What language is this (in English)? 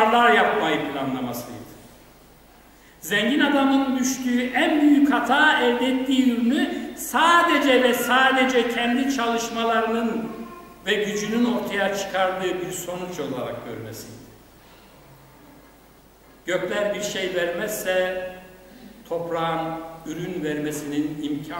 Turkish